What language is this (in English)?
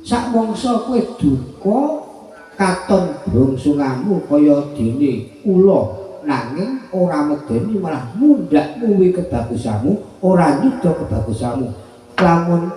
Javanese